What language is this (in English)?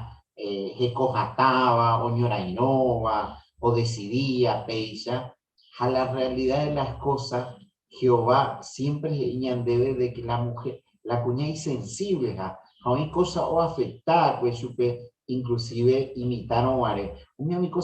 Guarani